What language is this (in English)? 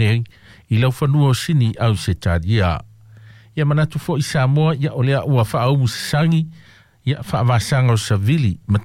Samoan